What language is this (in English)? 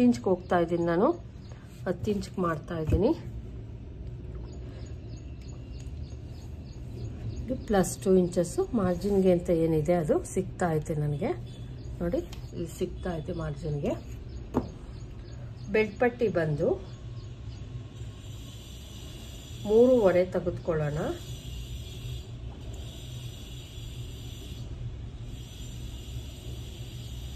Kannada